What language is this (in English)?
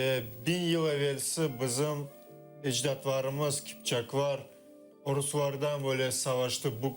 Crimean Tatar